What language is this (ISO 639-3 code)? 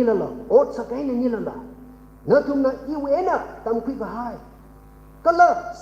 nmf